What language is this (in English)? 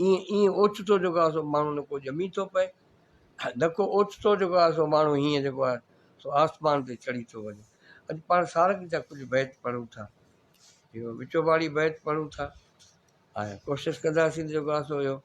Sindhi